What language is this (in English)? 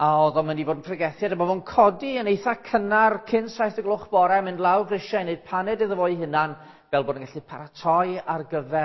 Welsh